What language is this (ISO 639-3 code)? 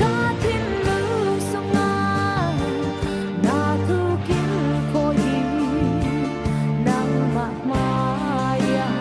cfm